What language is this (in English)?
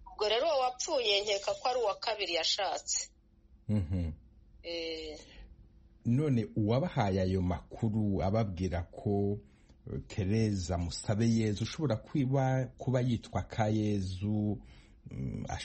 Kinyarwanda